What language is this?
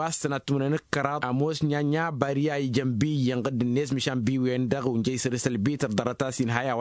Tamasheq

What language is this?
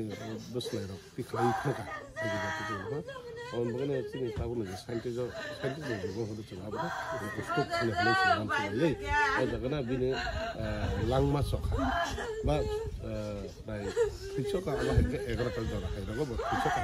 Kok Borok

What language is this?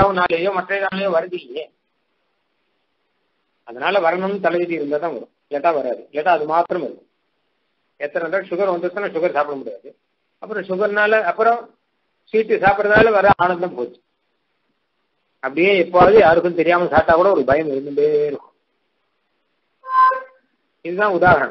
Tamil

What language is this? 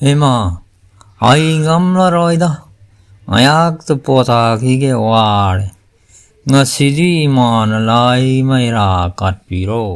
Manipuri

